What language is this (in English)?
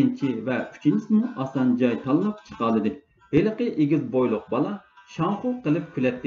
Uyghur